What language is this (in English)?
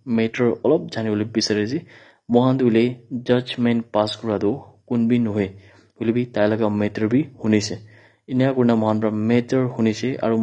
Naga Pidgin